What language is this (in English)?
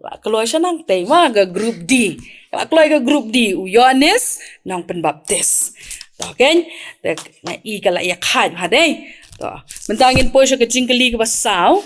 Khasi